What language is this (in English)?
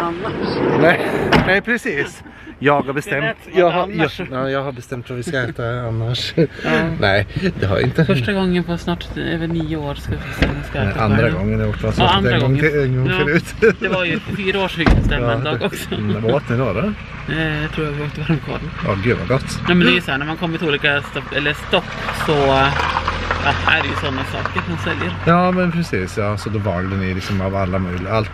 Swedish